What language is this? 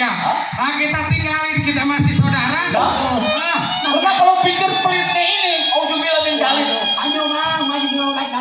Betawi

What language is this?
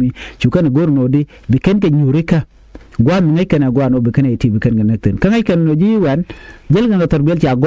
Nuer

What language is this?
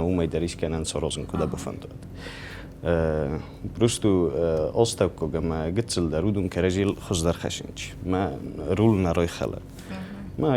Ossetic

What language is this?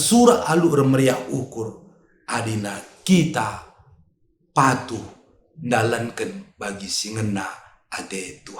Batak Karo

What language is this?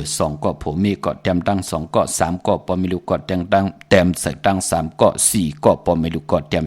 Shan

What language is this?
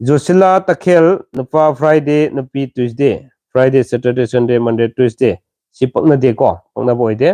Manipuri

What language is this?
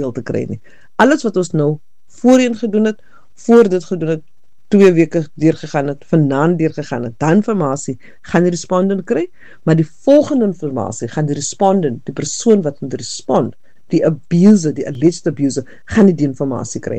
Afrikaans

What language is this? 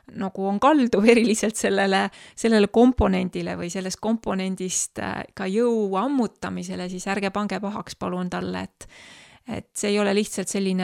Estonian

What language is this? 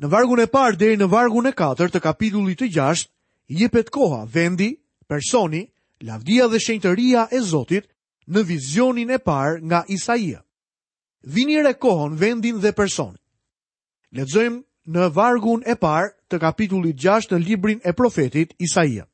Albanian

